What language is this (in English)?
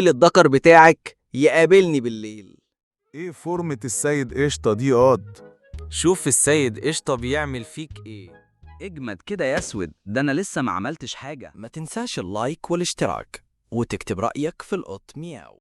Egyptian Arabic